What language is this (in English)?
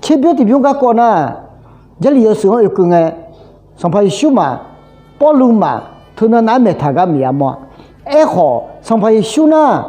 Akha